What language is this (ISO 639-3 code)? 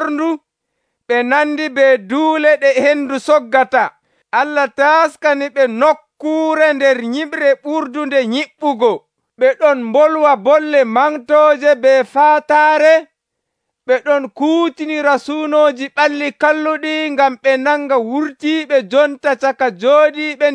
fuv